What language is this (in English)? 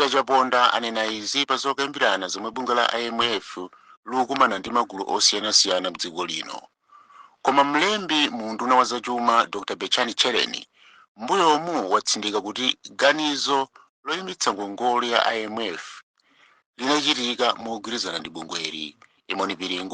Nyanja